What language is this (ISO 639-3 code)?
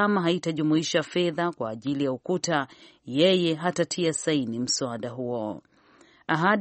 swa